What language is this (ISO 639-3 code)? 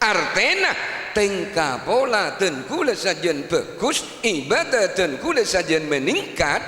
mad